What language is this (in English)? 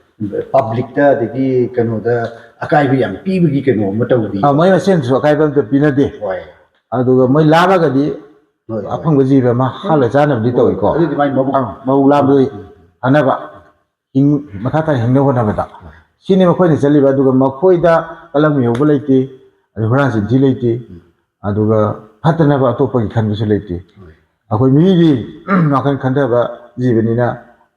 Manipuri